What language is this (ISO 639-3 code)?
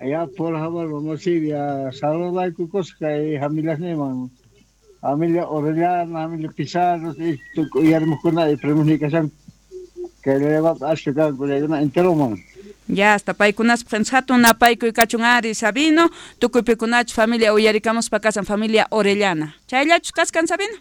quh